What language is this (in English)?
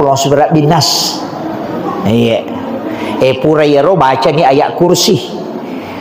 Buginese